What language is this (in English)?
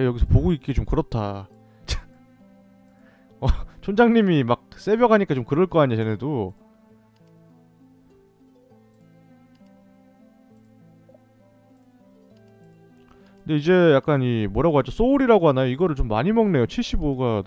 Korean